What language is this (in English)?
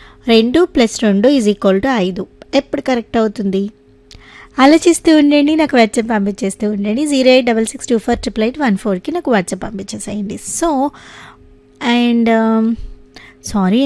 Telugu